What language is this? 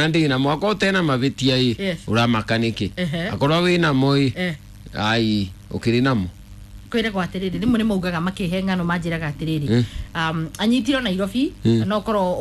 Kikuyu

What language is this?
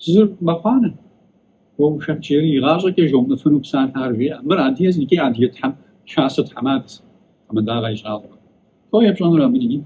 Kabardian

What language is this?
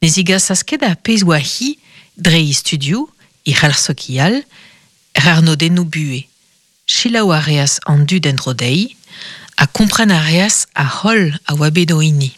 Breton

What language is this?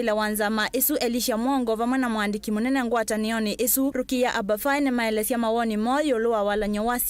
Kamba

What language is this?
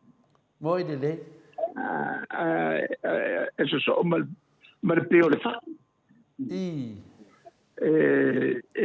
Samoan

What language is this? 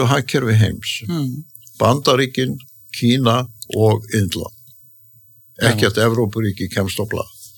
Icelandic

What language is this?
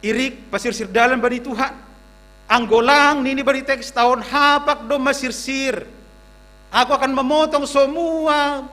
Batak Simalungun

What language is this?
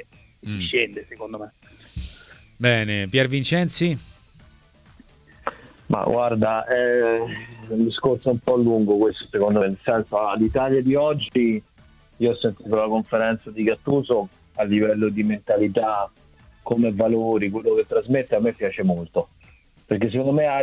Italian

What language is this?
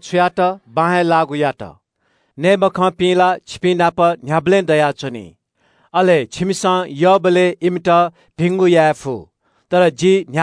Newari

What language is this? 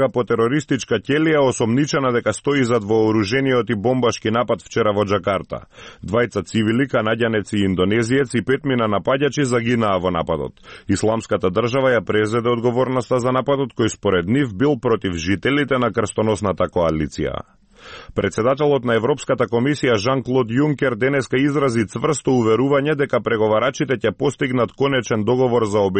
Macedonian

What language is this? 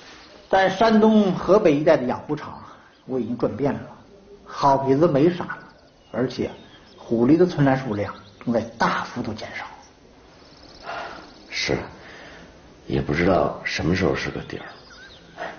Chinese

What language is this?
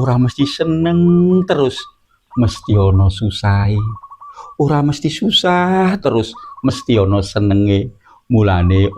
Javanese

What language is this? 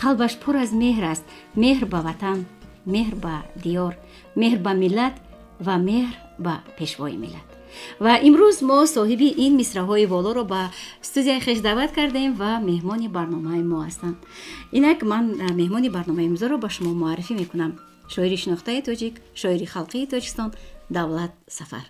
Tajik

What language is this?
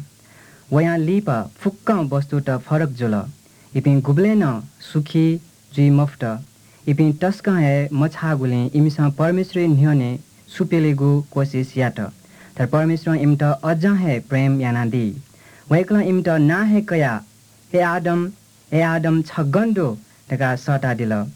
Newari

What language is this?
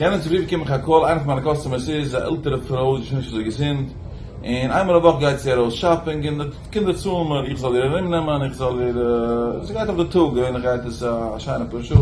Yiddish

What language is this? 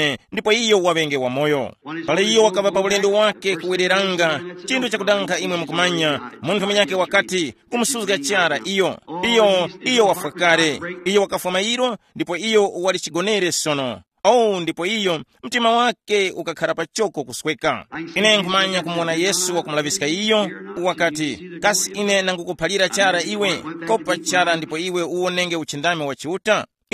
Tumbuka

